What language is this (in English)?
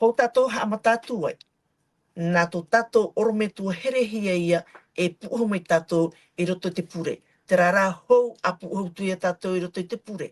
Tahitian